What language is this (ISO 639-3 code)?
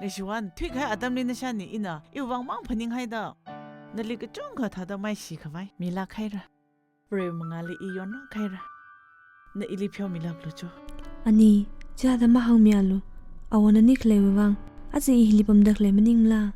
nmf